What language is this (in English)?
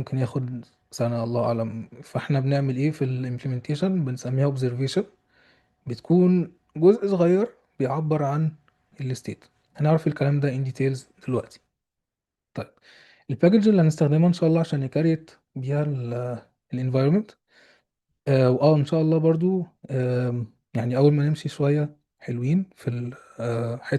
Egyptian Arabic